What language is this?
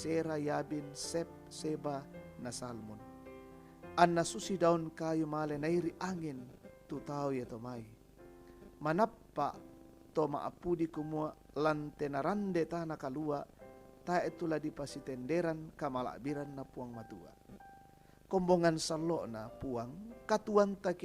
Toraja-Sa'dan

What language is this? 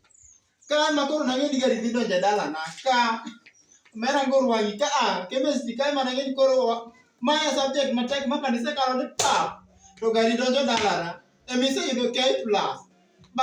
Luo (Kenya and Tanzania)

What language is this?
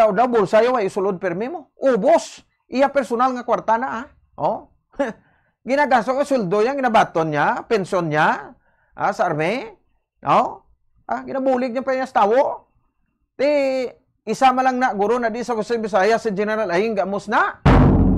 Hiligaynon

